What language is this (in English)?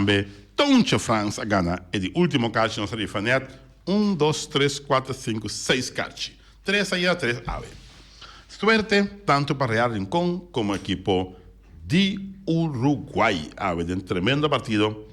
Papiamento